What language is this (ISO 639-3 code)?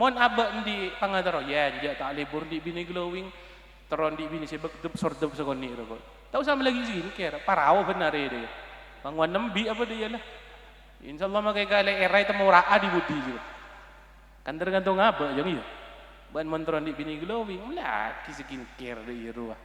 mad